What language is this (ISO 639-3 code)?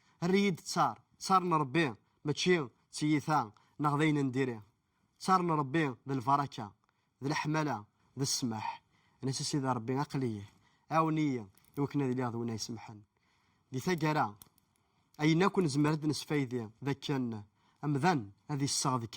kab